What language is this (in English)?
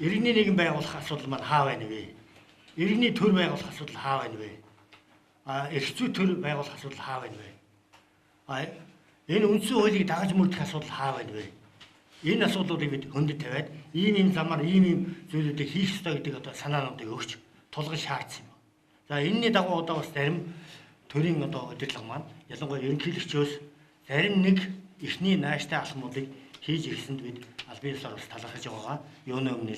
Mongolian